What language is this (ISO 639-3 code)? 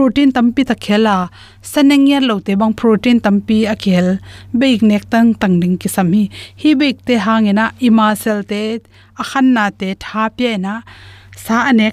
ctd